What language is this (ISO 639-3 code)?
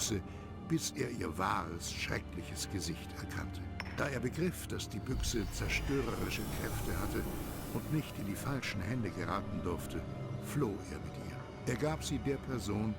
bar